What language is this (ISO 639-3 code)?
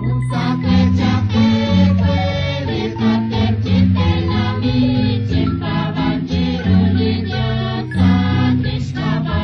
kek